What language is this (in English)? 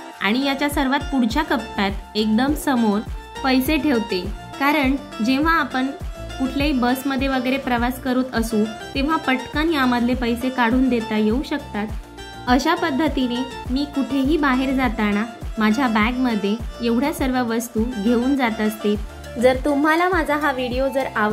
Marathi